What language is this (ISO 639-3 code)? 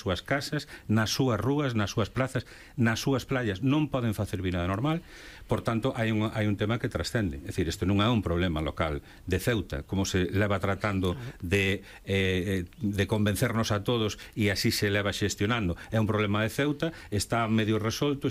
glg